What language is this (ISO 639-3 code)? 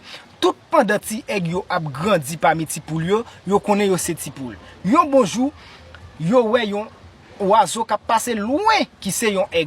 hat